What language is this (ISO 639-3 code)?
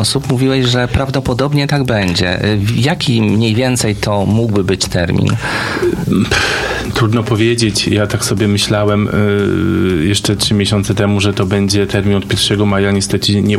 pol